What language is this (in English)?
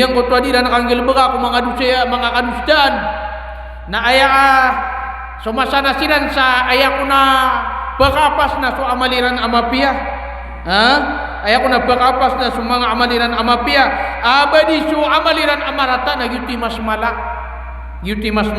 Maranao